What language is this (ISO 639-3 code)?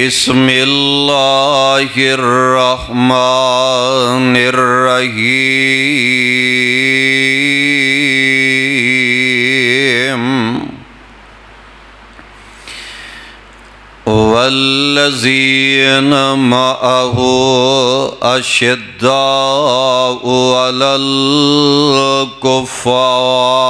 urd